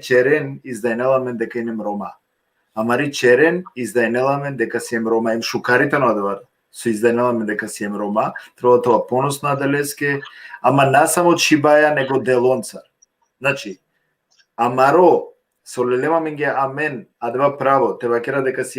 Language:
Balkan Romani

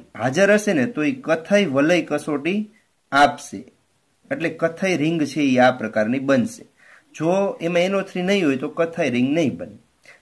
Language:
Gujarati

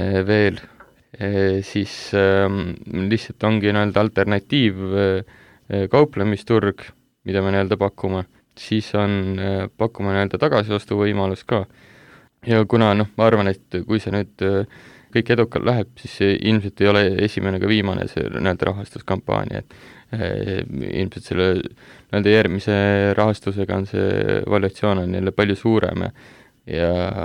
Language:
Estonian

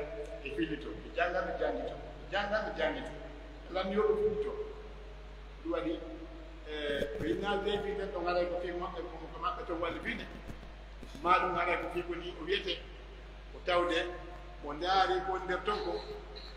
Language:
Pular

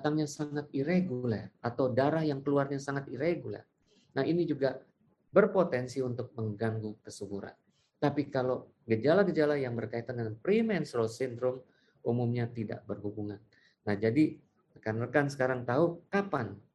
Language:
Indonesian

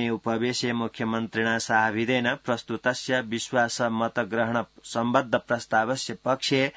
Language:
Sanskrit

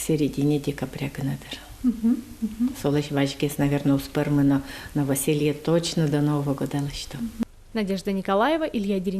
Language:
Udmurt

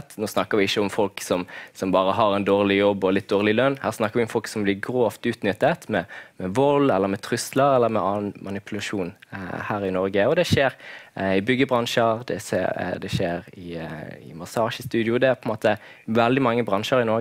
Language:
Norwegian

